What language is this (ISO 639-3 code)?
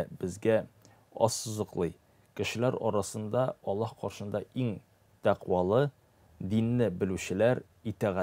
tat